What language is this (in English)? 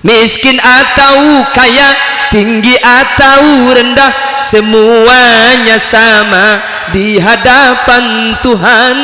Madurese